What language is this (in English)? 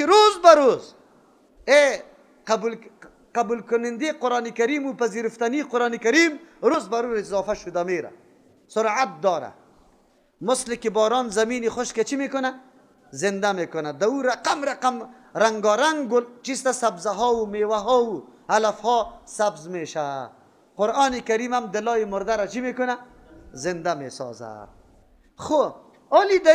Persian